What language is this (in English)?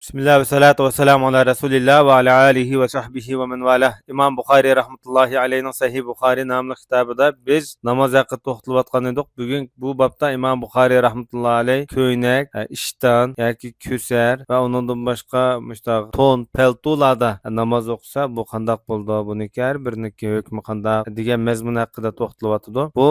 Uyghur